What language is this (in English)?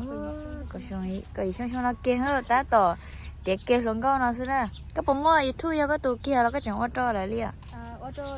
Hmong